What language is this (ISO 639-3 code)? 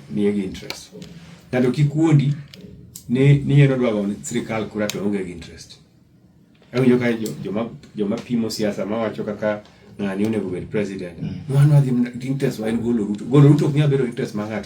luo